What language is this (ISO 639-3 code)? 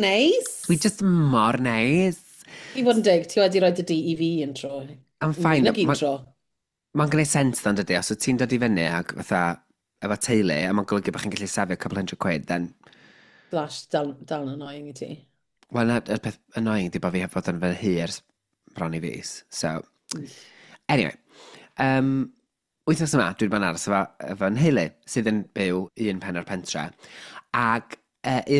cym